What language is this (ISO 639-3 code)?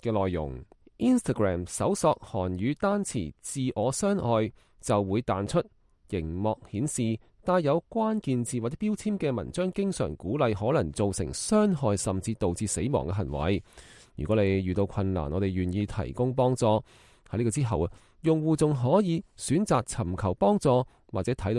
yue